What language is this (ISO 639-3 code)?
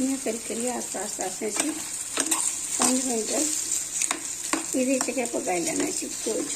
doi